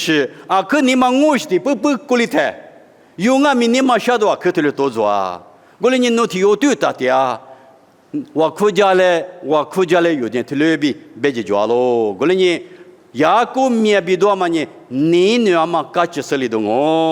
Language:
Lisu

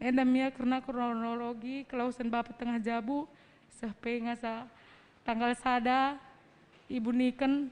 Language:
Batak Karo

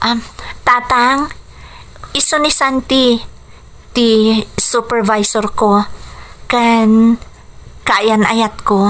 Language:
Iloko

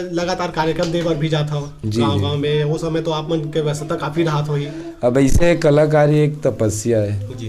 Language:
Chhattisgarhi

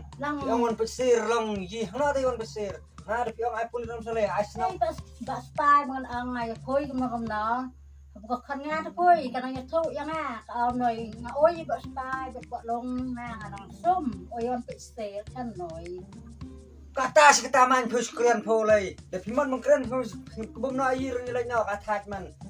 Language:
Khasi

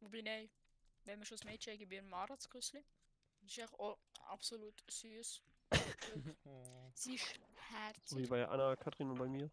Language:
Swiss German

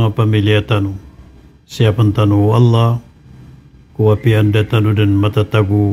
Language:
Maranao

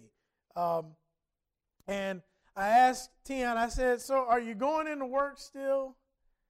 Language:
English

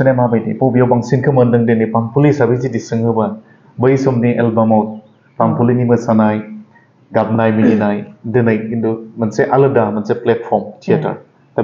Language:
Bodo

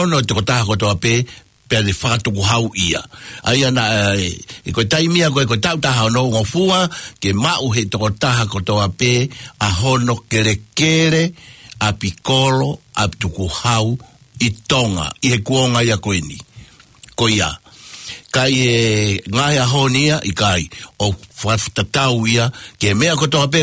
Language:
Tongan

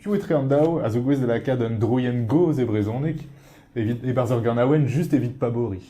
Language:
Breton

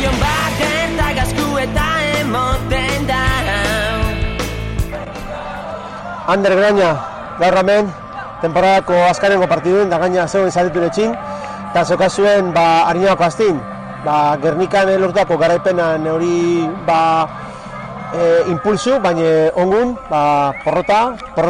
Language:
Basque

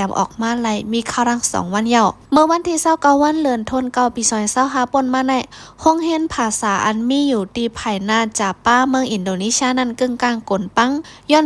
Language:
Shan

